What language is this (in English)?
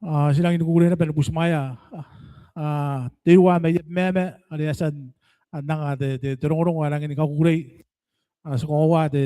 Gilbertese